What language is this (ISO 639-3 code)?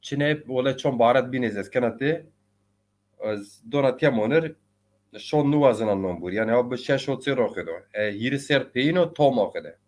zza